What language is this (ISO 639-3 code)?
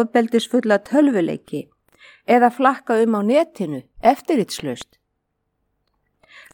isl